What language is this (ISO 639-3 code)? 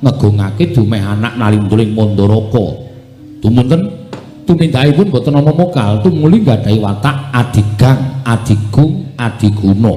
jav